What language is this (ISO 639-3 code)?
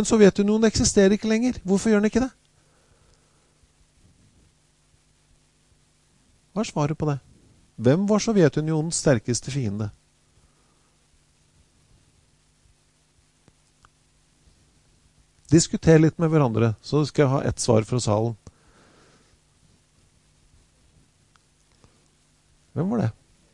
nor